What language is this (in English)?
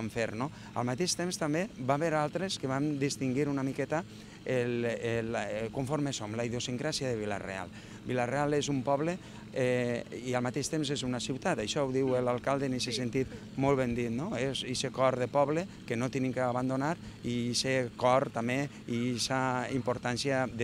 Catalan